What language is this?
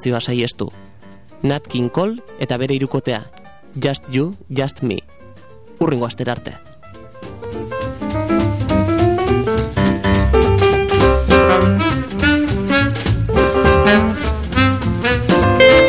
Basque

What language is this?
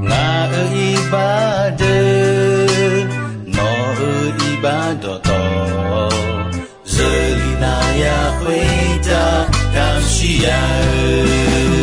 Akha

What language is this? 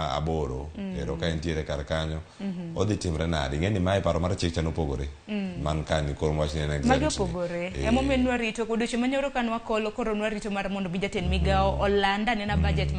Luo (Kenya and Tanzania)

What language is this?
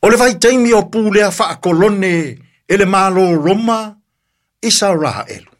Samoan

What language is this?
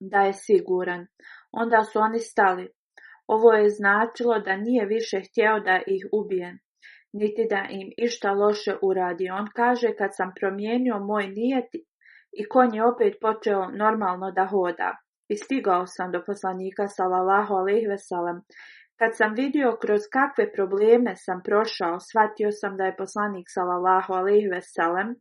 Bosnian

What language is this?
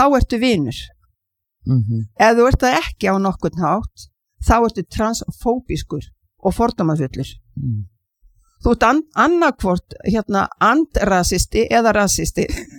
Icelandic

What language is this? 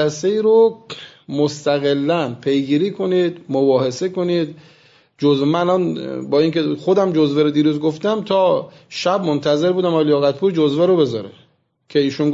Persian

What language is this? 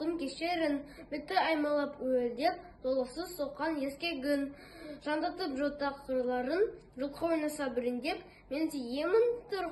Kazakh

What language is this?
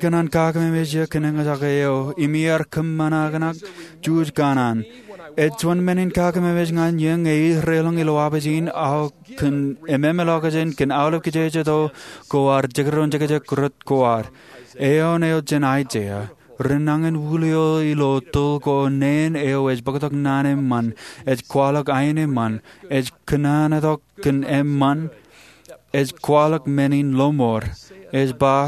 Marshallese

